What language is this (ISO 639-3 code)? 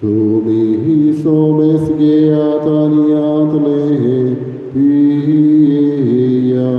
kok